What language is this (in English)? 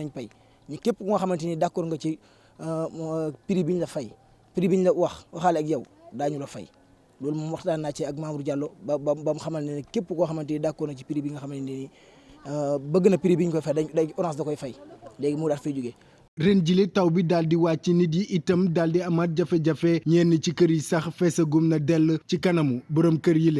Wolof